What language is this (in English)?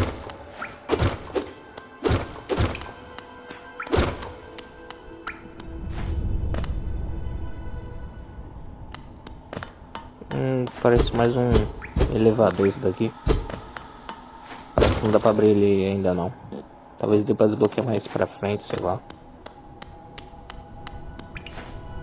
Portuguese